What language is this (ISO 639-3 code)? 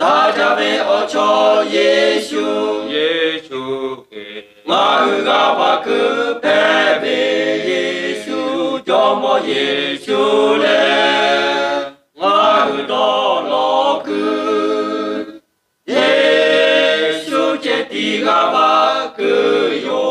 lhu